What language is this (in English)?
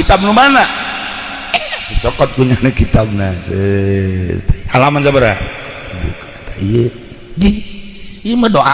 Sundanese